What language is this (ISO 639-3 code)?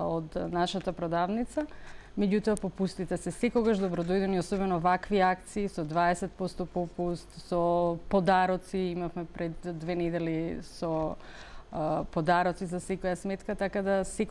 mkd